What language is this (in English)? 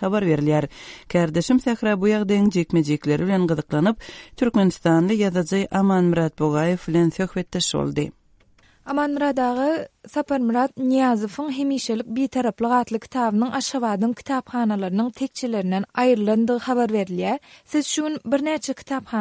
Turkmen